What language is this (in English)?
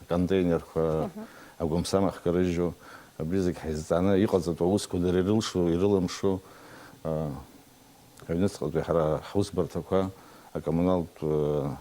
Abkhazian